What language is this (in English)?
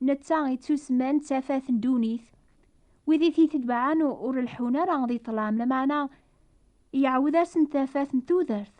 Kabyle